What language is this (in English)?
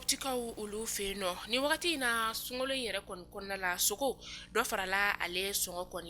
Bambara